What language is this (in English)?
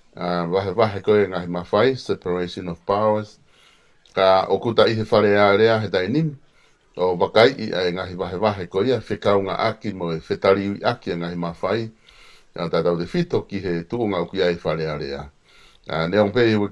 Tongan